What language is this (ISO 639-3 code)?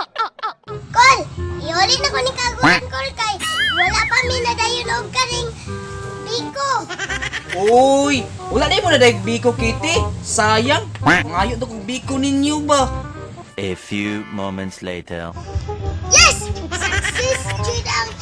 ceb